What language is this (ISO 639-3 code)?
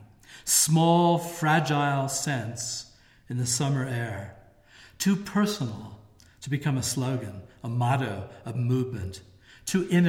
eng